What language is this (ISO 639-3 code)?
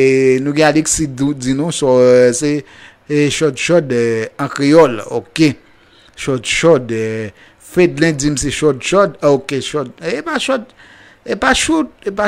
hat